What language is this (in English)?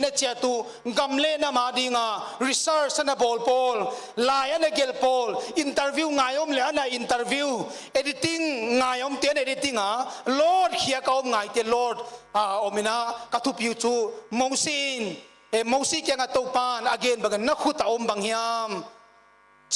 Paite Chin